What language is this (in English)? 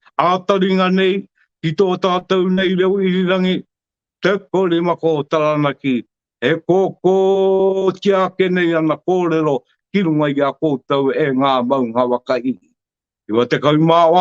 Māori